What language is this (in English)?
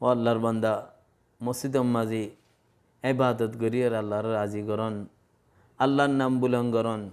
Rohingya